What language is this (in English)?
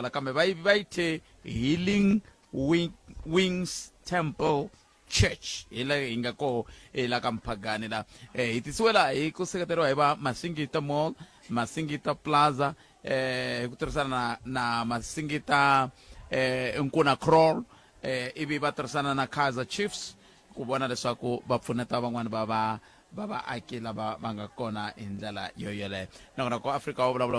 Tsonga